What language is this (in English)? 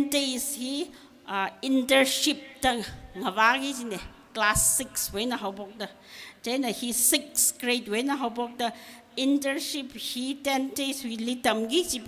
Tangkhul Naga (India)